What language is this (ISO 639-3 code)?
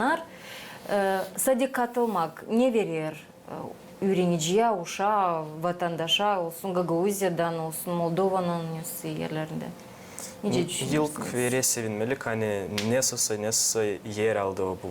gag